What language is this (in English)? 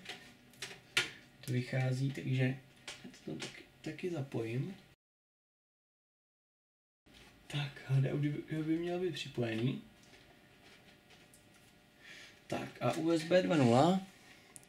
Czech